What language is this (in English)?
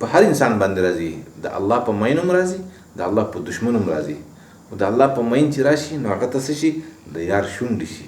Pashto